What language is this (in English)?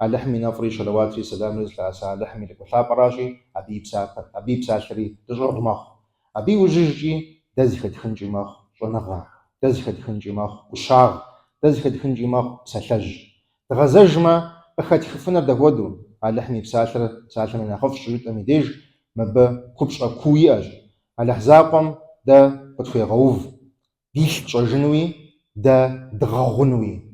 Kabardian